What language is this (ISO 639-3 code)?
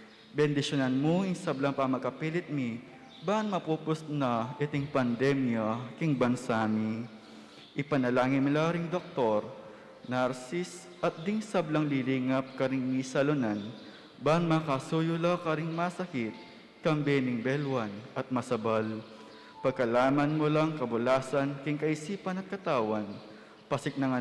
pam